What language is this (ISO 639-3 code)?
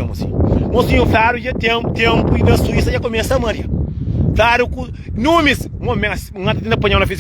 kea